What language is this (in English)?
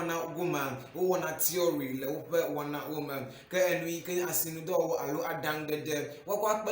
Ewe